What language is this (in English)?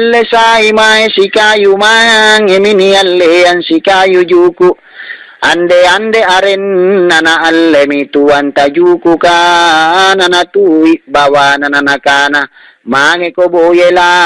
Makasar